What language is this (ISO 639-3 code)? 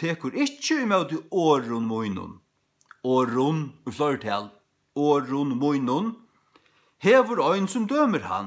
fao